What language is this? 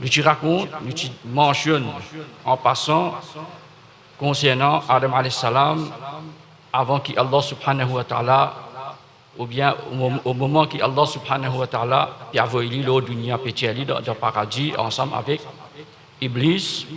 Morisyen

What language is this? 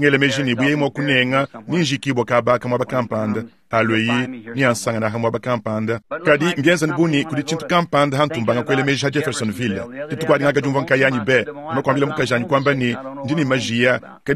Luba-Lulua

